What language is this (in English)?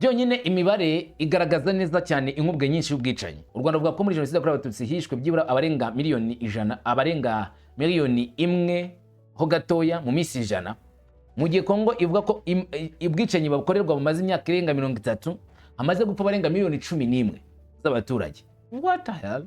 Kinyarwanda